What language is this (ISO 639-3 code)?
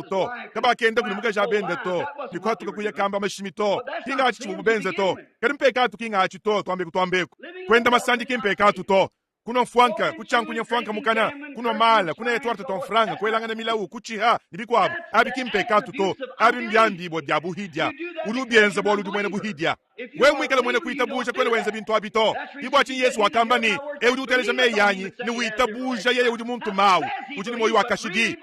lua